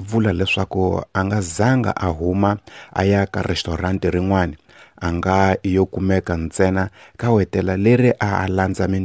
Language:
Tsonga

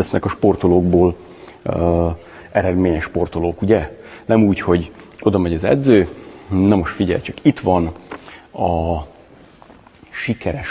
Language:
Hungarian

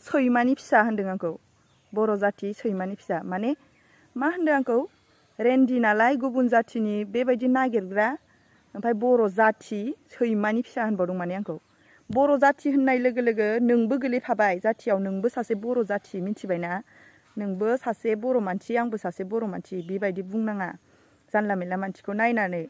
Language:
Bodo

